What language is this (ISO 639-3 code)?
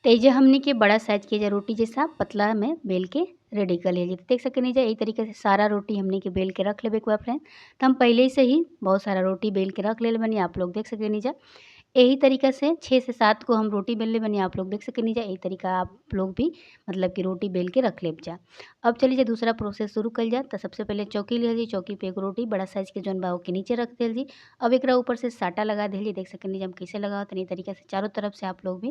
bho